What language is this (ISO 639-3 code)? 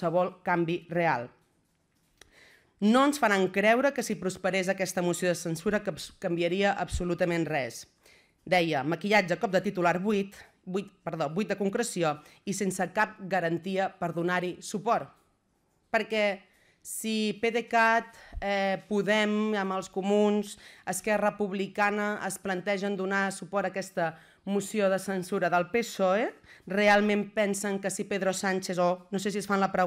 cat